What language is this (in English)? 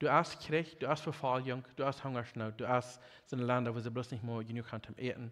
Plautdietsch